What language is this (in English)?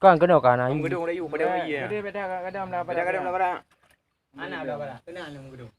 Achinese